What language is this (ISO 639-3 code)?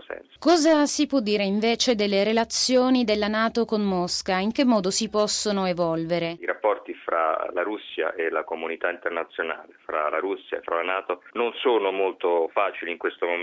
ita